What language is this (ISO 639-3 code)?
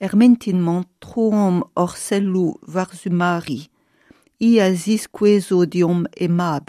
bre